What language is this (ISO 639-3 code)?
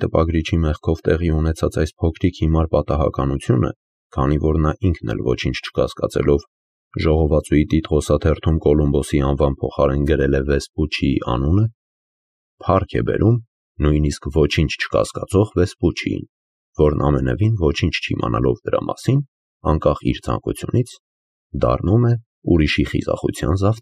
hye